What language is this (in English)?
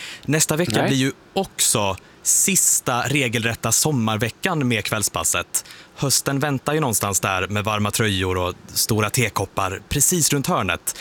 Swedish